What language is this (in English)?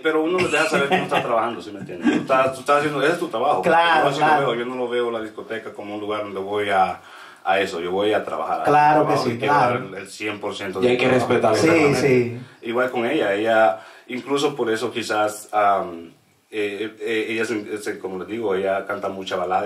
Spanish